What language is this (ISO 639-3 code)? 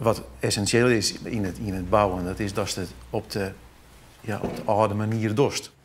fry